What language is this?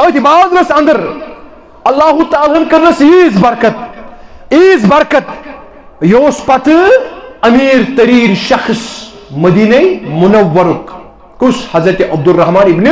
Kashmiri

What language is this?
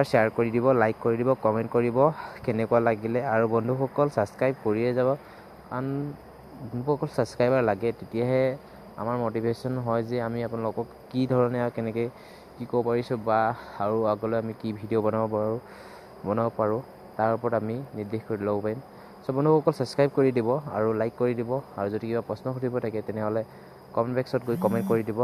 Assamese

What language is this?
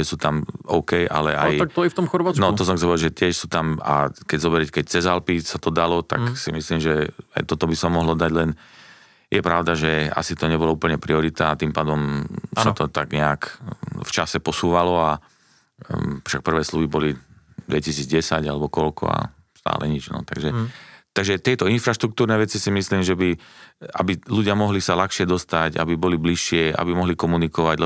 Slovak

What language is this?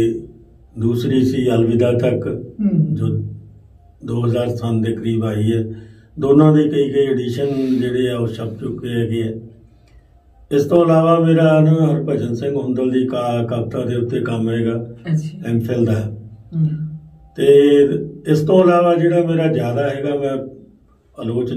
Punjabi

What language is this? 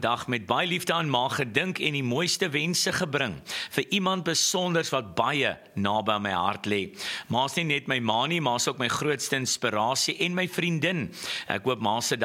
Afrikaans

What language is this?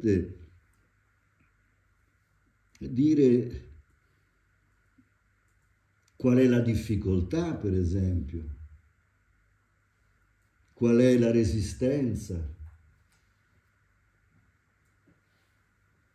Italian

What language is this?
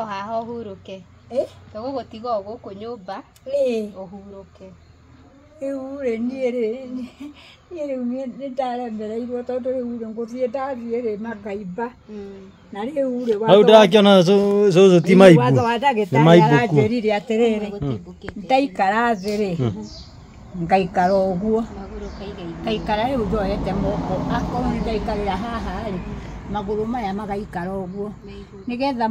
Kikuyu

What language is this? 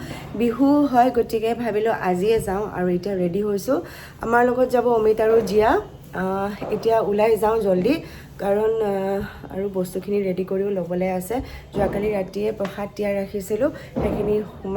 Assamese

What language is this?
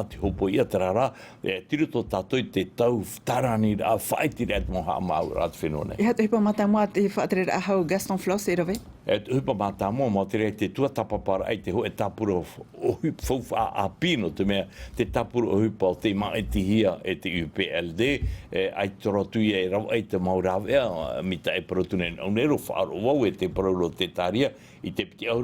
Tahitian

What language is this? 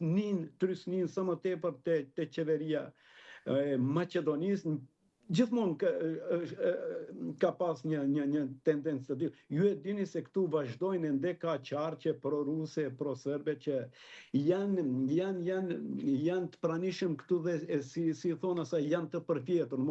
Albanian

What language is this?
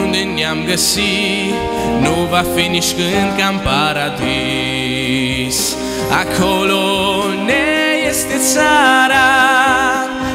Romanian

